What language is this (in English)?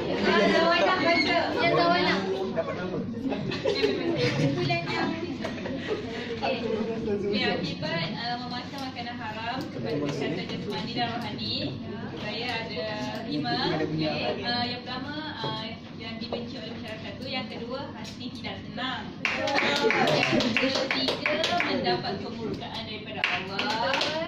Malay